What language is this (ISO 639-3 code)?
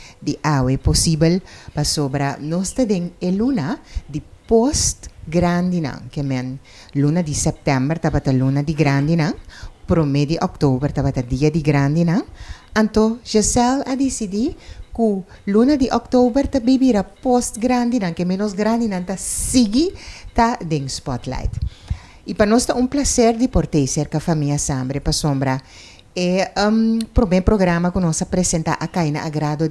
pap